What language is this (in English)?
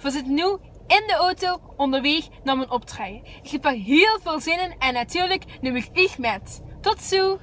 Limburgish